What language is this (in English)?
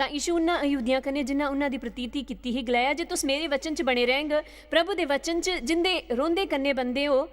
Dogri